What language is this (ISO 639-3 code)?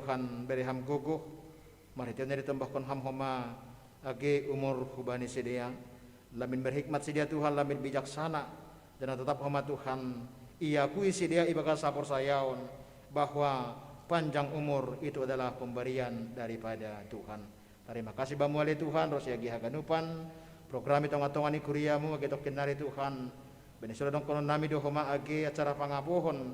bts